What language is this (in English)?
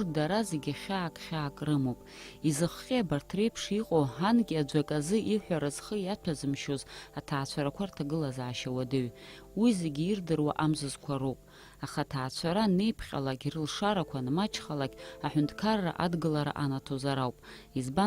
Abkhazian